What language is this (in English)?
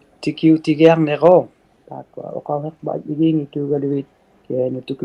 Inuktitut